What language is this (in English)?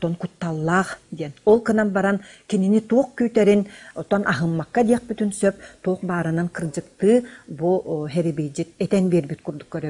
Yakut